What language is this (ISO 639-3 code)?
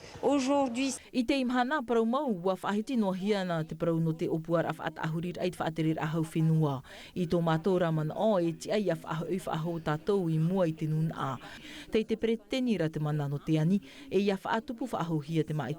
tah